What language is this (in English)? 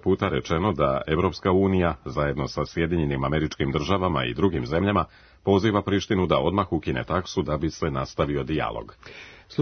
Serbian